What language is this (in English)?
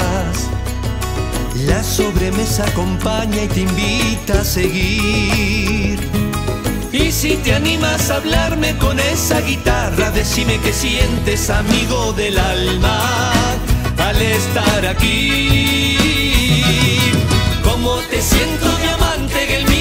Spanish